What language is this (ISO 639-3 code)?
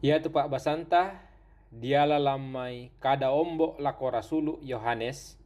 sda